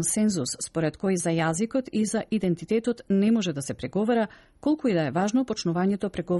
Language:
Macedonian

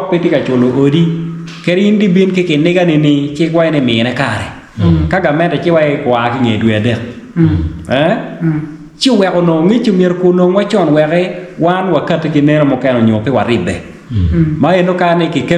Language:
Acoli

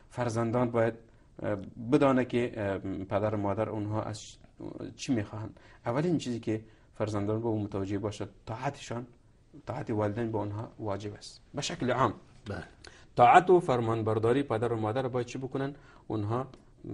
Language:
Persian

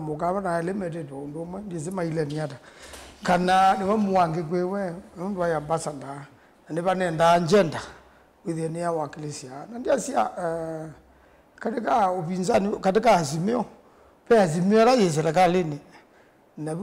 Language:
Kamba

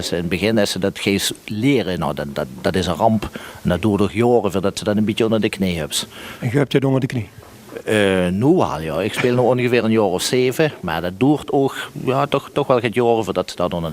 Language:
Limburgish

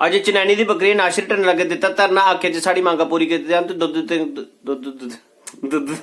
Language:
Dogri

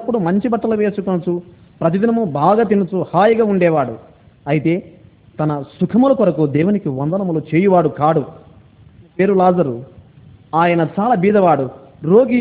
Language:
Telugu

